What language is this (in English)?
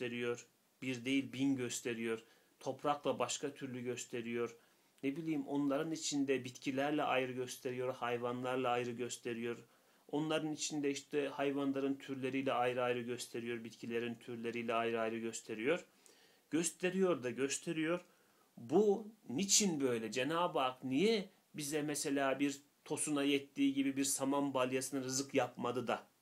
Turkish